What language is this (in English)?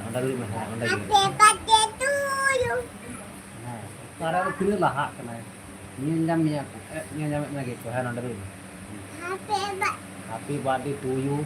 Santali